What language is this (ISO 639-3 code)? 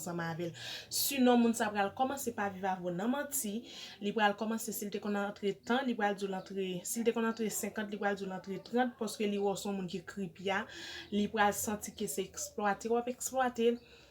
hat